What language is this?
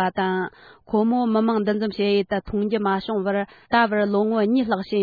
Tibetan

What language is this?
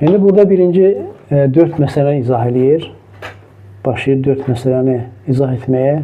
Azerbaijani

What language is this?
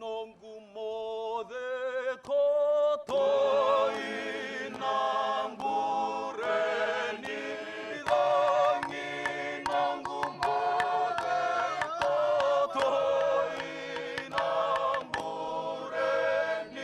Fijian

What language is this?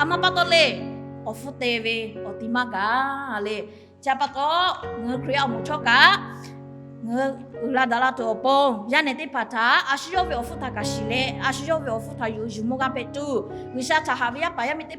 Lahu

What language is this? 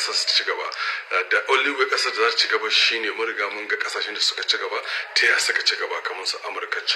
Hausa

